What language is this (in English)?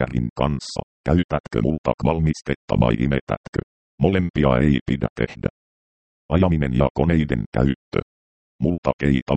Finnish